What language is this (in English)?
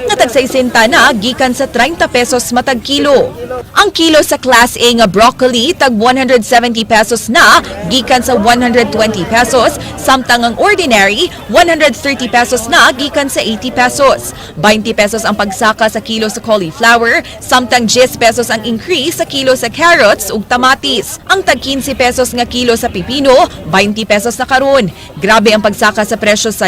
Cebuano